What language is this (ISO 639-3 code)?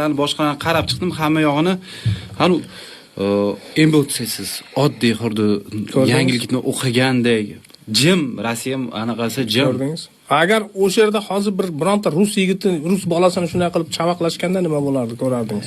uzb